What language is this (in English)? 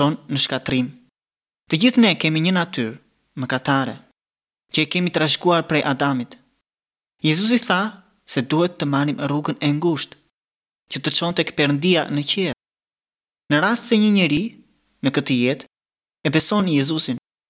Albanian